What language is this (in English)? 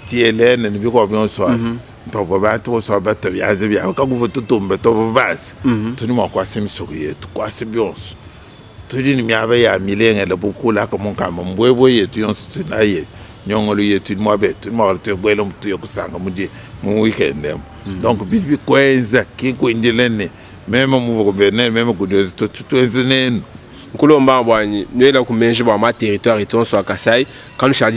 Luba-Lulua